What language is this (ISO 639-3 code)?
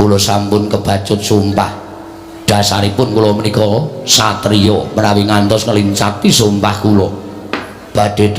jav